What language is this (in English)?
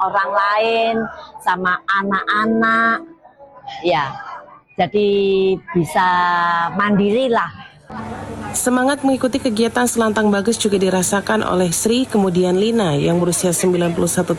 Indonesian